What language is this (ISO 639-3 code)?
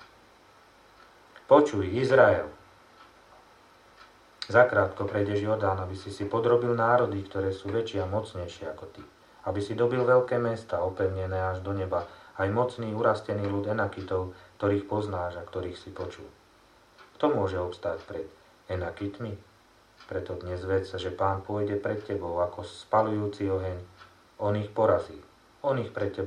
slk